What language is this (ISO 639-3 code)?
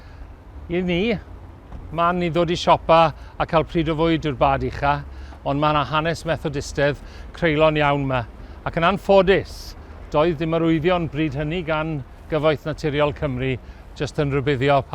cym